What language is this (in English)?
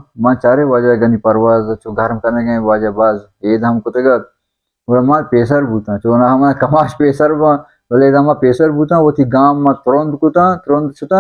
Baluchi